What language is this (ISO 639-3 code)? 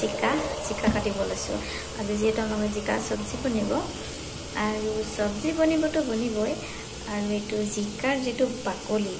asm